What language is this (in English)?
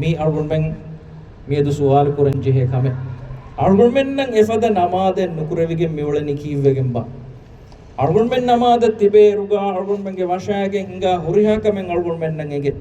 Divehi